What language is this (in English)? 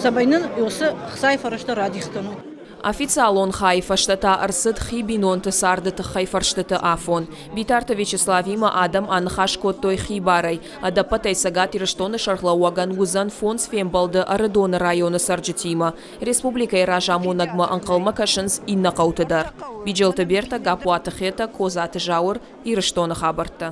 Ossetic